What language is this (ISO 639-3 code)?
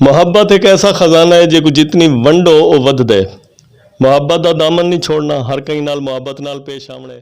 lah